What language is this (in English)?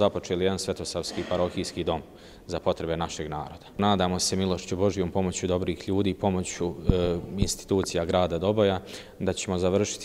Bosnian